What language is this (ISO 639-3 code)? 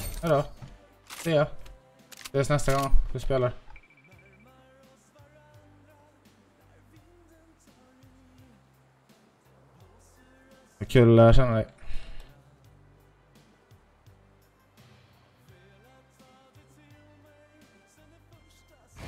swe